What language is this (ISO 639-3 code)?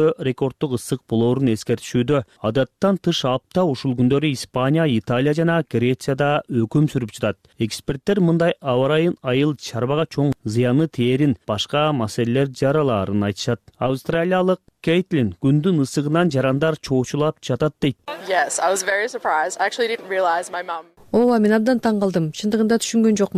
kir